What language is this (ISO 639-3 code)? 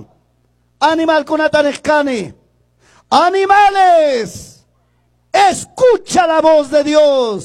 que